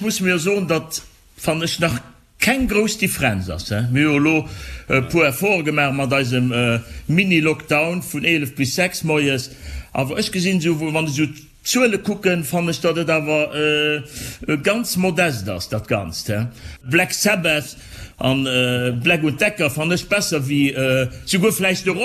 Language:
Luxembourgish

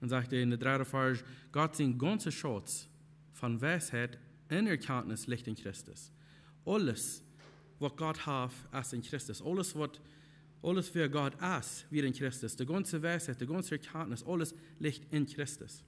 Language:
Plautdietsch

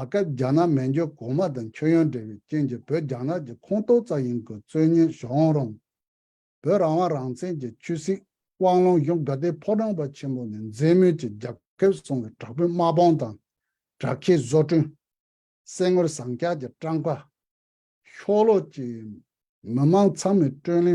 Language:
Tibetan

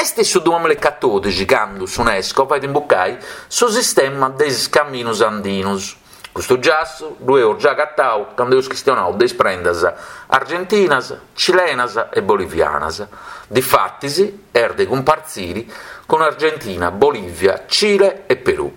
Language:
Sardinian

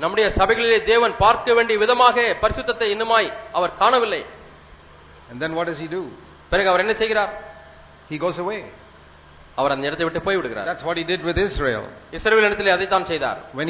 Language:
Tamil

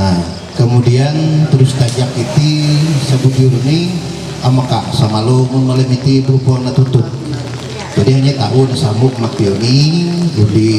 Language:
Ma'anyan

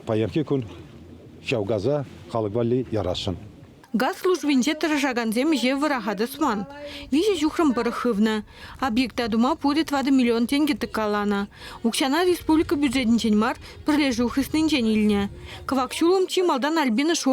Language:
Chuvash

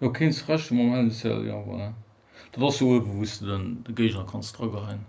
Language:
Luxembourgish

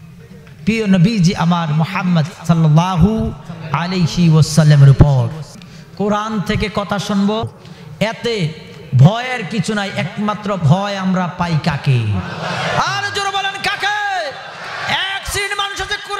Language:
Bangla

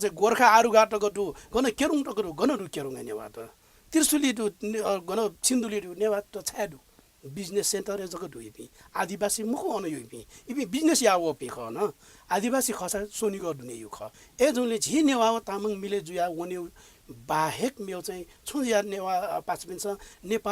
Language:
Newari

